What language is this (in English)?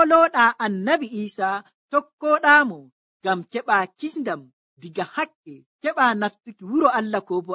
Nigerian Fulfulde